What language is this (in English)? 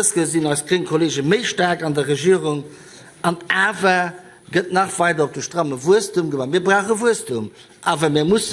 Luxembourgish